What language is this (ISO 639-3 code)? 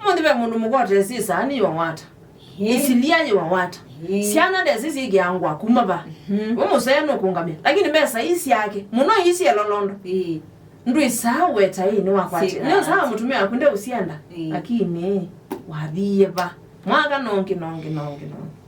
kam